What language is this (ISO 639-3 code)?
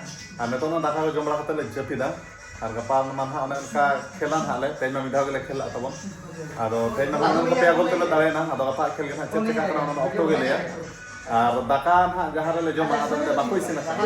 sat